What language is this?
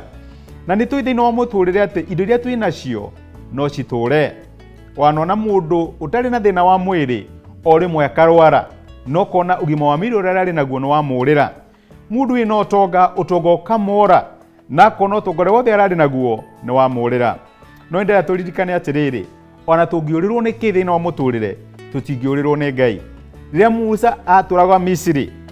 Kikuyu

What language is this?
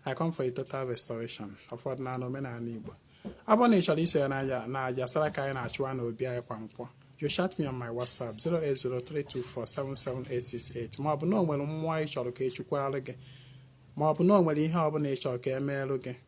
Igbo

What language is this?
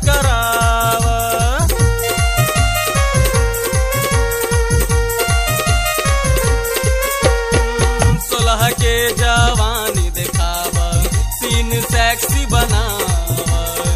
Bhojpuri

